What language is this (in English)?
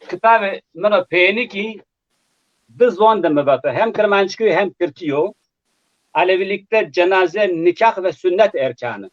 Zaza